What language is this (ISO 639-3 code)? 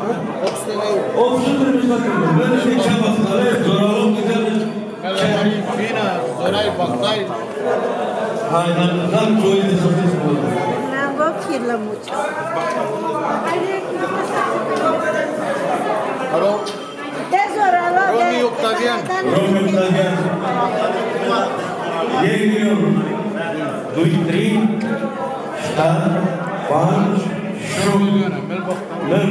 ron